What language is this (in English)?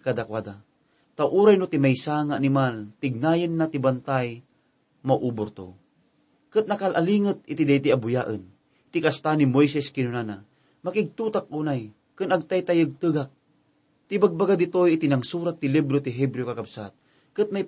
Iloko